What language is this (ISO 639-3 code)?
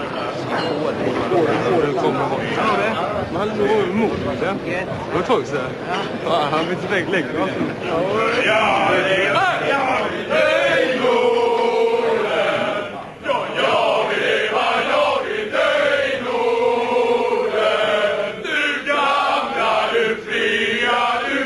swe